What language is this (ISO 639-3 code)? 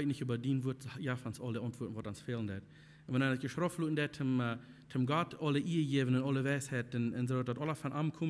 pdt